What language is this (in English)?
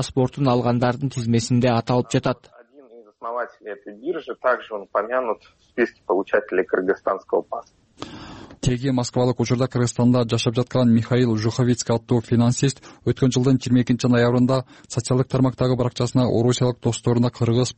Kyrgyz